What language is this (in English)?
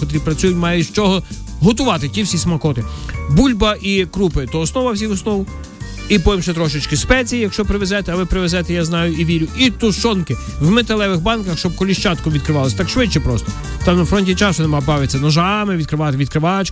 Ukrainian